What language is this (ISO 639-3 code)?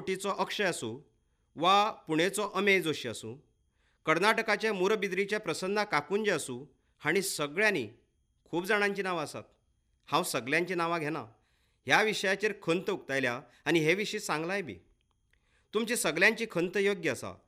kok